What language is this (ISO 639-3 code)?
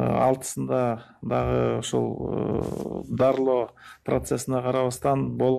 kir